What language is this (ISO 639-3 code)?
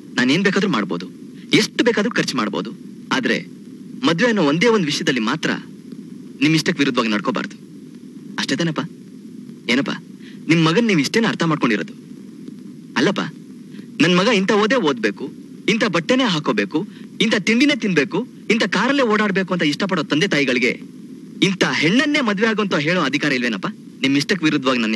kan